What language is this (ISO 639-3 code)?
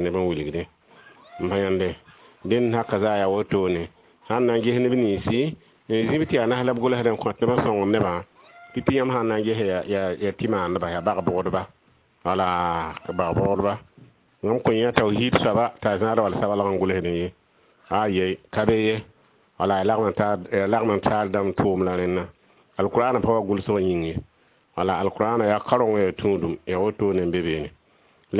mos